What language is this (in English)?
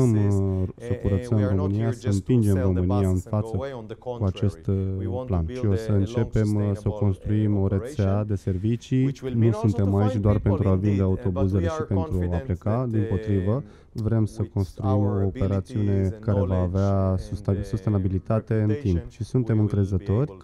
Romanian